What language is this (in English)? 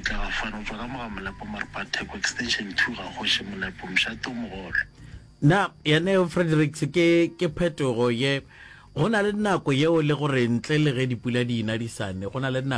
Northern Sotho